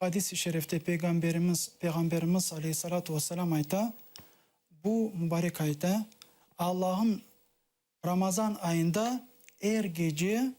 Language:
Crimean Tatar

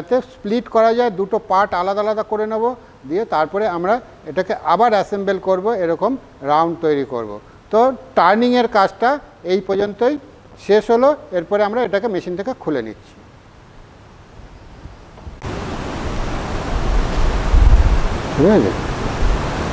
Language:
Bangla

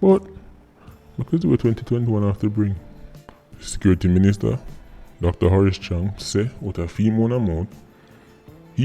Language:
Jamaican Creole English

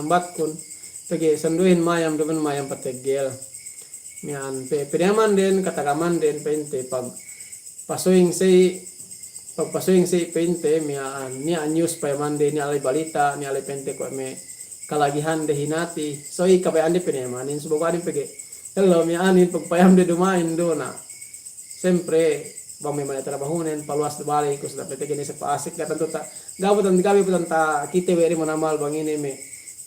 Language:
Yakan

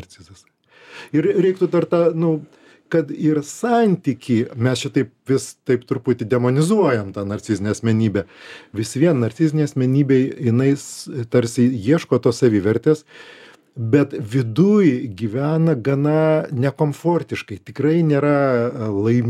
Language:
Lithuanian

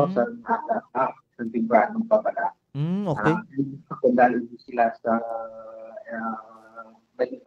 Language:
Hiligaynon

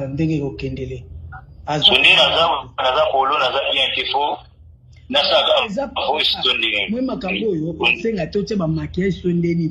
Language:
Lingala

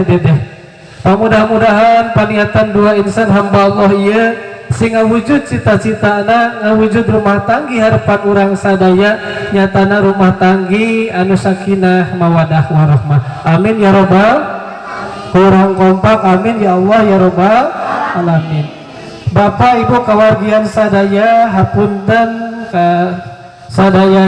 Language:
Sundanese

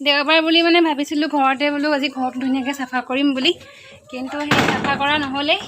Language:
Assamese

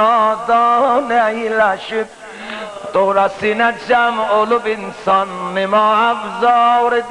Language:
South Azerbaijani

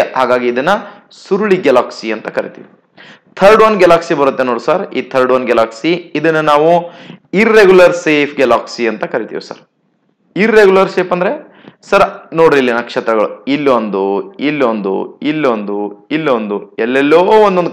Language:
Kannada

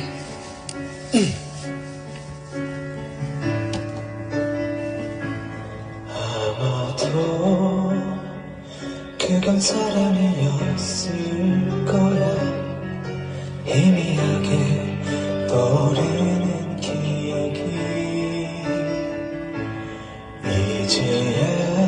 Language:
Korean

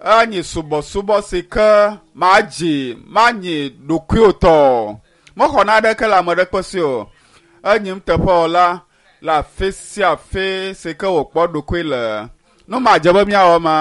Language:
Ewe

